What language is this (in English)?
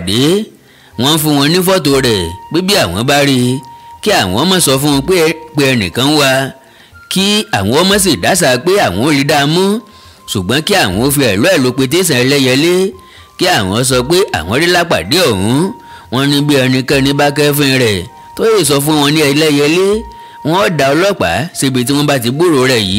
Yoruba